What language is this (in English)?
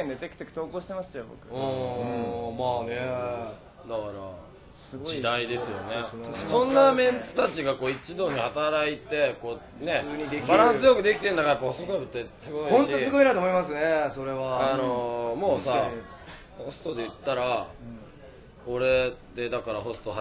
Japanese